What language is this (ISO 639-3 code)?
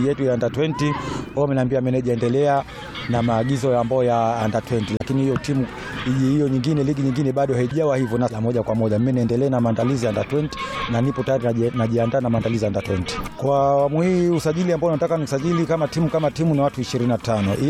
swa